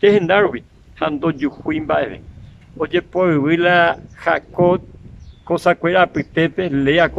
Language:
Guarani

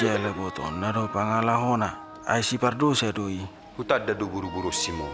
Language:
Batak Toba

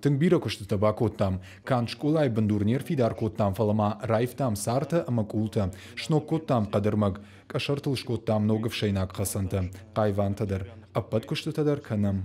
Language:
Ossetic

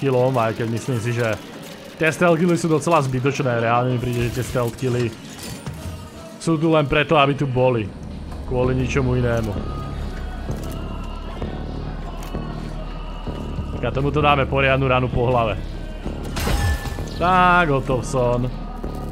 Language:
Slovak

